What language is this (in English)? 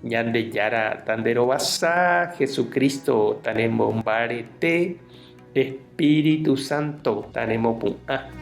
Guarani